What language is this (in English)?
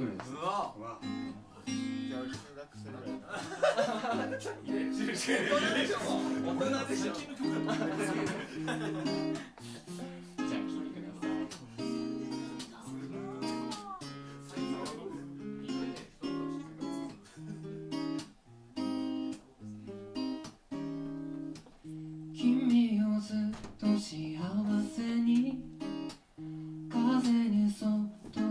Japanese